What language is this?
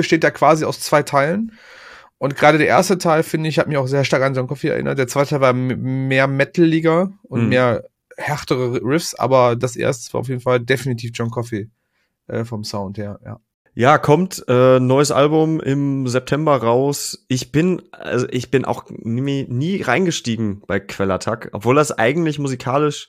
German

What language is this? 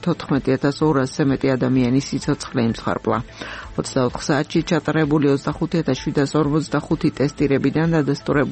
Georgian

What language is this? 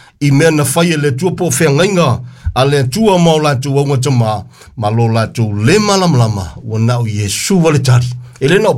Samoan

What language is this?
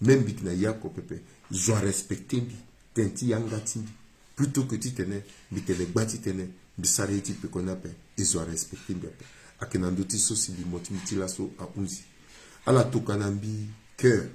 Sango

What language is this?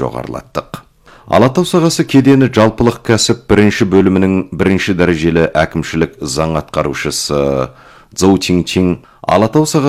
Kazakh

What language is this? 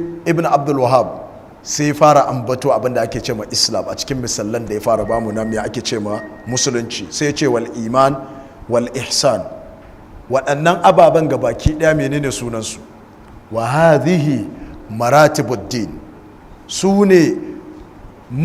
Hausa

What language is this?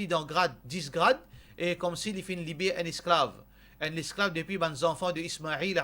Morisyen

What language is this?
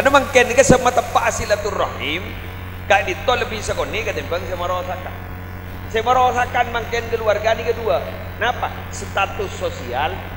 Madurese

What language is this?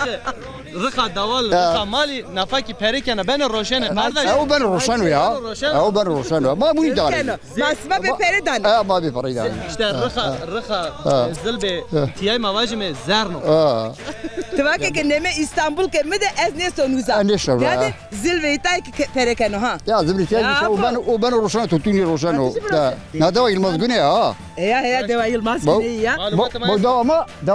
Zaza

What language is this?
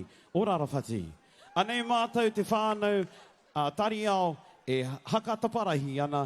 Māori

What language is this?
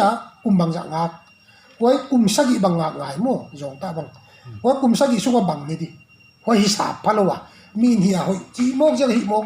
Paite Chin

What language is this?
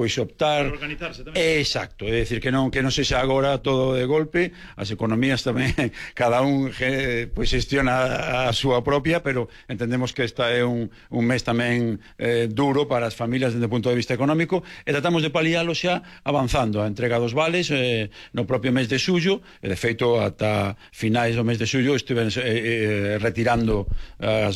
Galician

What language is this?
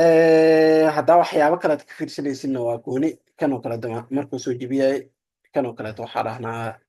Somali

